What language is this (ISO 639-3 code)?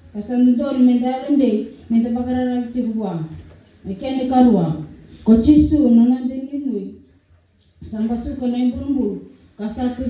fij